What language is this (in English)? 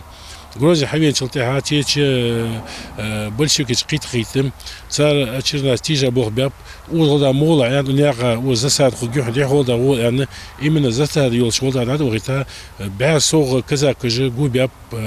Ingush